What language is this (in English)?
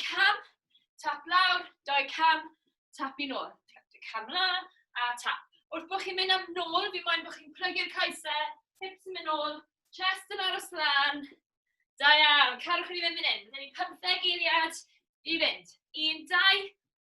Welsh